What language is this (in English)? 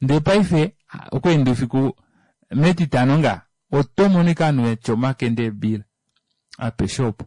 Kuanyama